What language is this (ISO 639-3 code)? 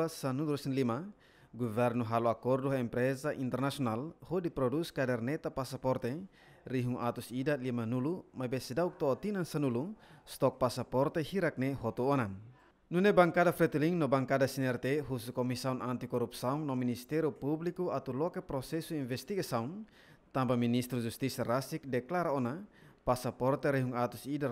tet